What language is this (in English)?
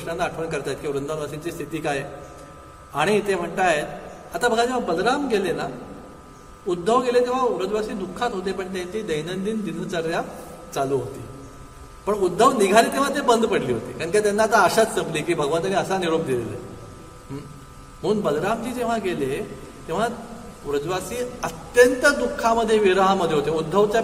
Marathi